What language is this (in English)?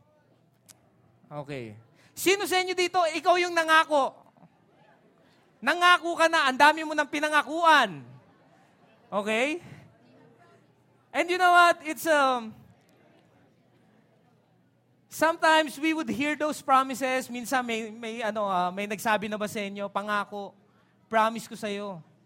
Filipino